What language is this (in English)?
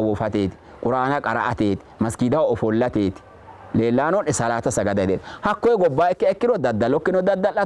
Sidamo